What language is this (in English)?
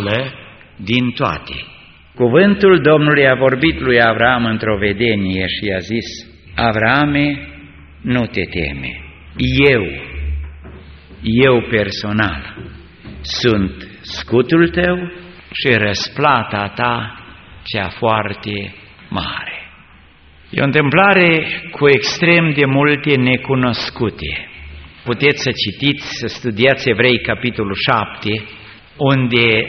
Romanian